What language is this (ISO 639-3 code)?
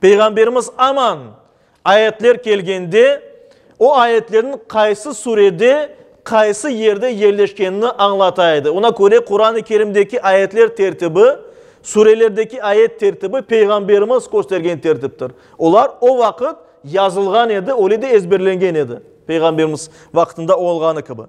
crh